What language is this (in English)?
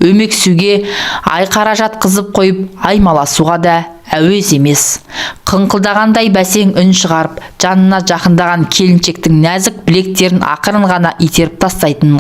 Kazakh